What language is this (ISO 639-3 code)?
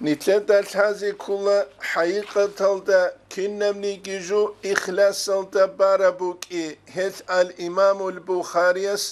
ava